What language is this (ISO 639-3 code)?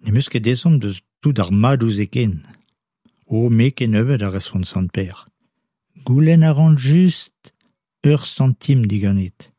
bre